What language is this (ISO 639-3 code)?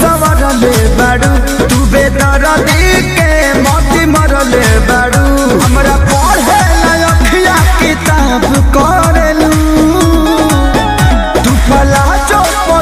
bho